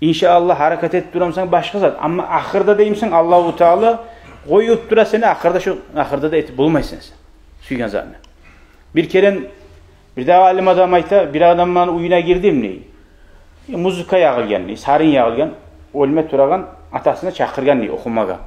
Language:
Kumyk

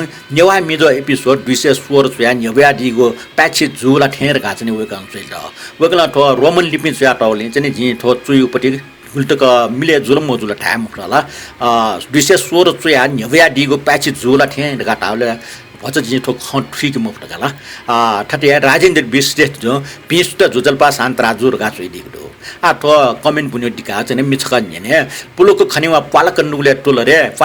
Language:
Newari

